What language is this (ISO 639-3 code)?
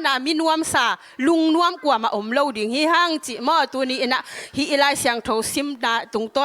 ctd